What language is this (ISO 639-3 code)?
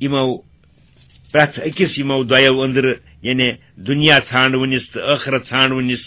kas